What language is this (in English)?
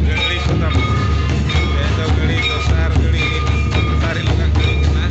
Santali